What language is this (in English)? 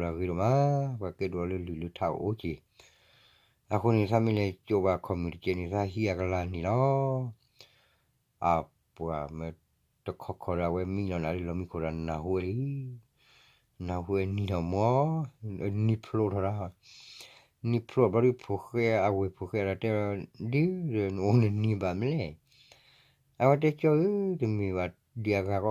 S'gaw Karen